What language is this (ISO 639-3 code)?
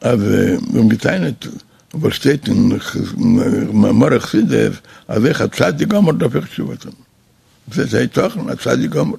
yid